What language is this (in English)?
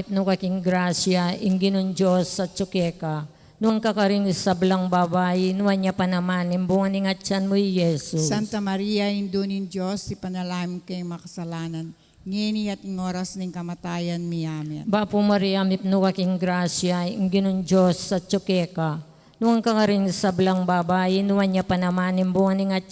Pampanga